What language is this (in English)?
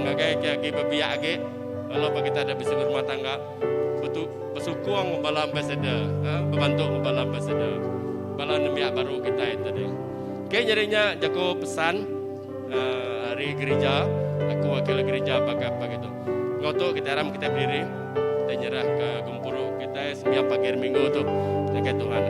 Iban